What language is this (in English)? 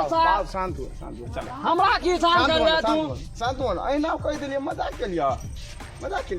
Maithili